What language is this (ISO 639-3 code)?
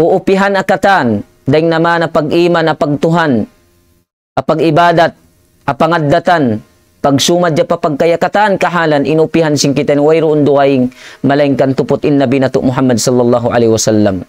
tsg